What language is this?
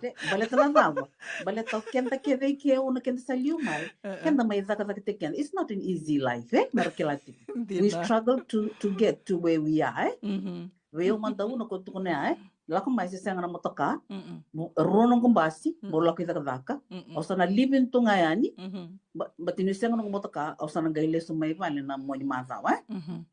Fijian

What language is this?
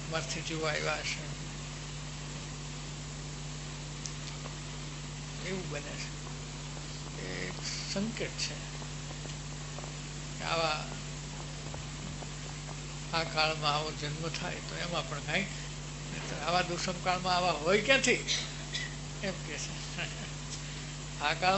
Gujarati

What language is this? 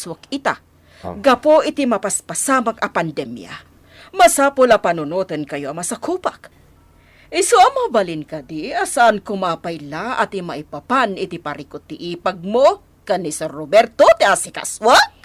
Iloko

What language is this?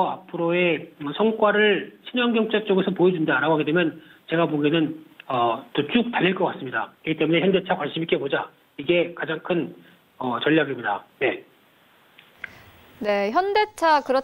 Korean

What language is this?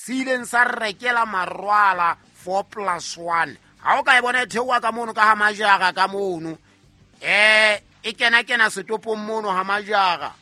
Southern Sotho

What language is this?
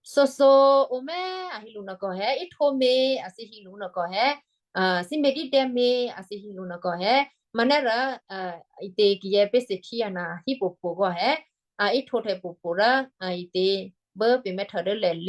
Western Kayah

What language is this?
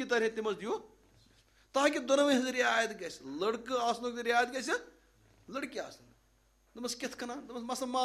Kashmiri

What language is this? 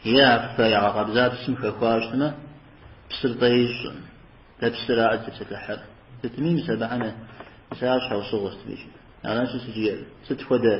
Kabardian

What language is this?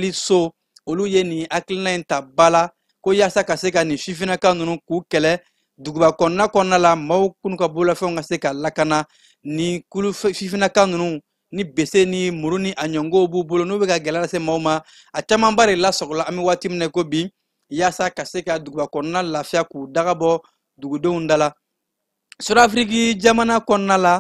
Bambara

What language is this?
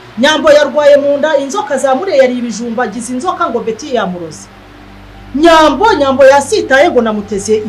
Kinyarwanda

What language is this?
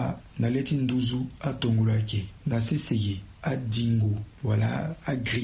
Sango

